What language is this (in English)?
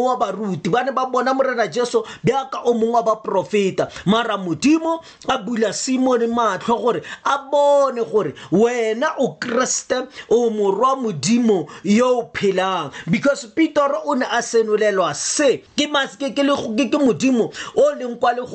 Tswana